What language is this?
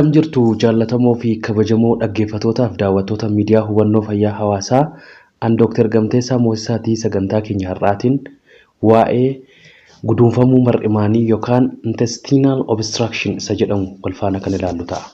Oromo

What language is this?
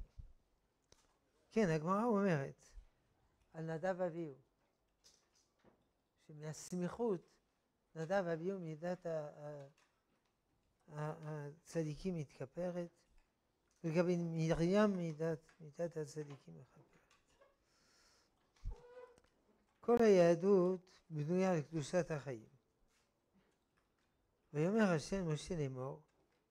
Hebrew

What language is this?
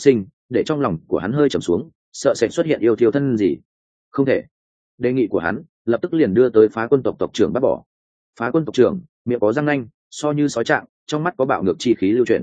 Vietnamese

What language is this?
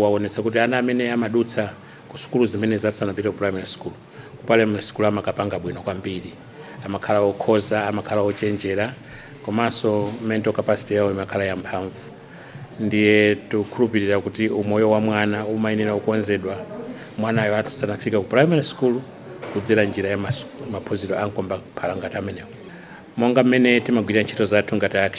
Nyanja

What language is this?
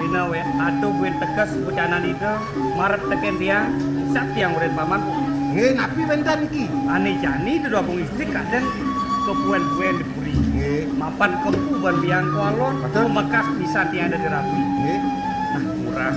Balinese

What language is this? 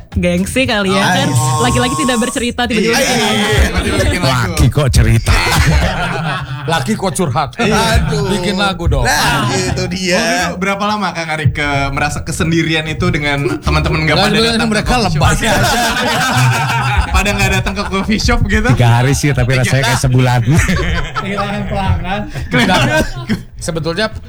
Indonesian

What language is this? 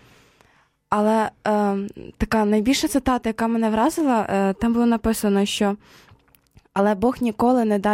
Ukrainian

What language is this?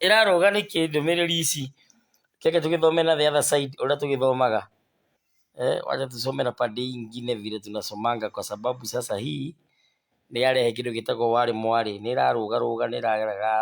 Kikuyu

